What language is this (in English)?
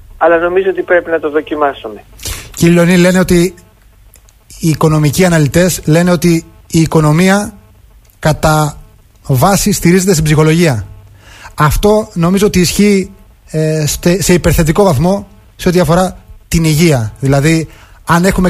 Greek